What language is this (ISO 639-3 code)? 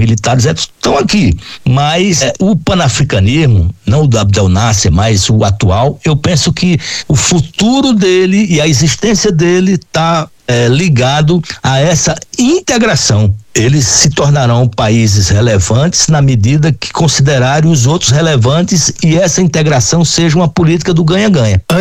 por